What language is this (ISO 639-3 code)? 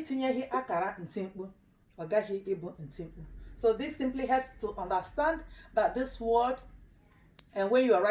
ibo